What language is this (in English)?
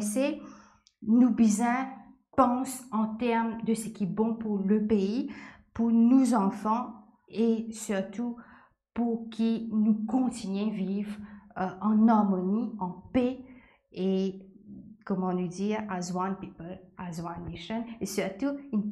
Morisyen